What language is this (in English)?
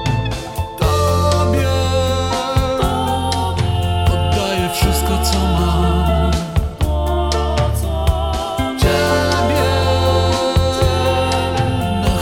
Polish